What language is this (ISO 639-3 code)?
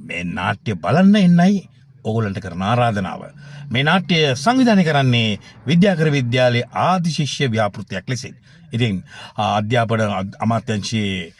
sin